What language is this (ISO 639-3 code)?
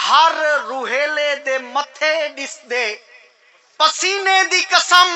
skr